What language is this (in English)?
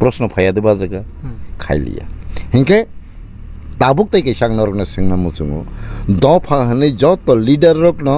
Kok Borok